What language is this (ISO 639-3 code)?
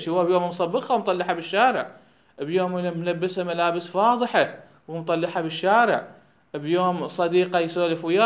acm